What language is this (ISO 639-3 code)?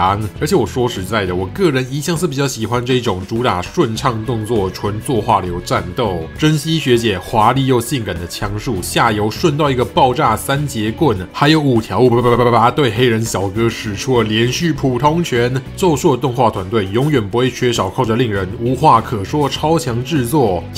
zho